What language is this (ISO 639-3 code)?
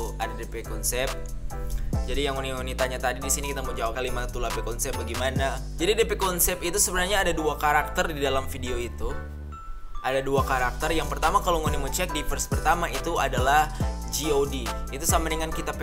xmm